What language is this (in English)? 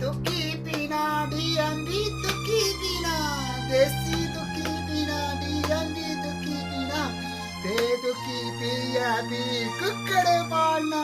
Dogri